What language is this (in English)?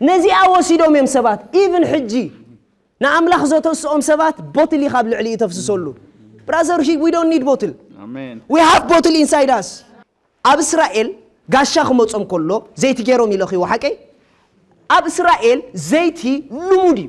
Tigrinya